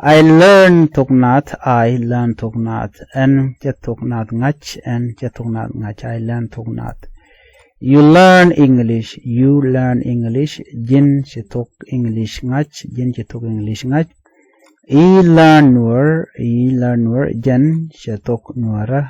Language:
Nuer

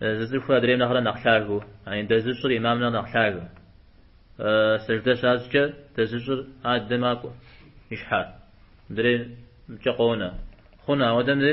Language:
Kabardian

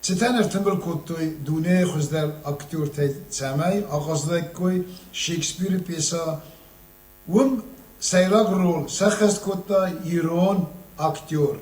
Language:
Ossetic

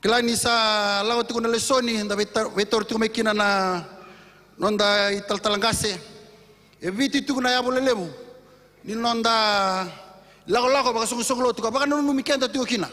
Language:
Fijian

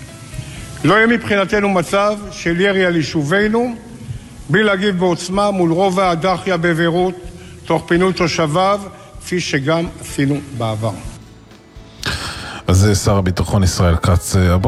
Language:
Hebrew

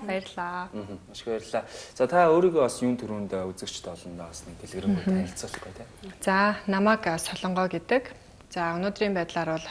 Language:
Mongolian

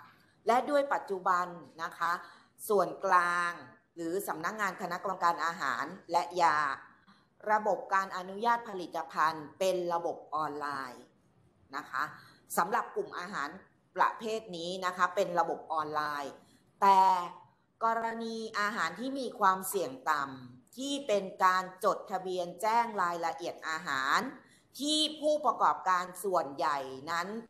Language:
Thai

